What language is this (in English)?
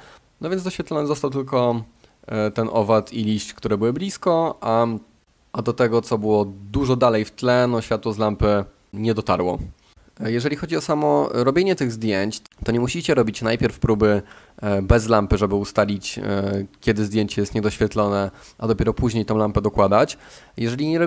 Polish